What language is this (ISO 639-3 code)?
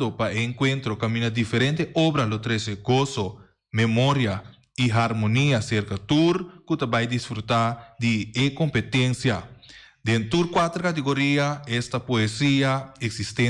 pap